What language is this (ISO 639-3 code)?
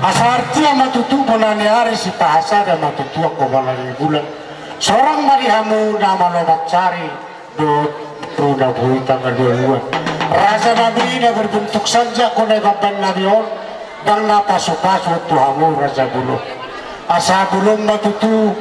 bbc